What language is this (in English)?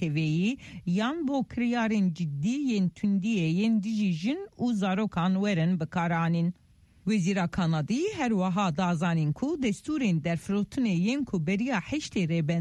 Kurdish